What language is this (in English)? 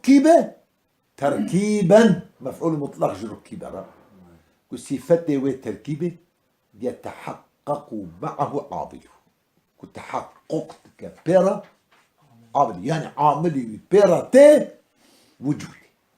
Kurdish